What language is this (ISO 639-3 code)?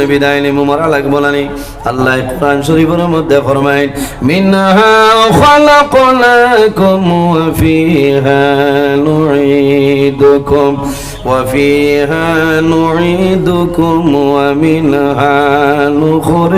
syl